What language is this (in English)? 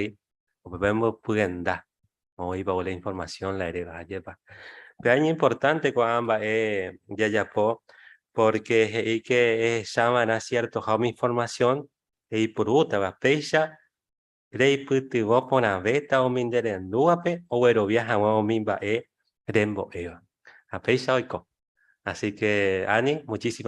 Guarani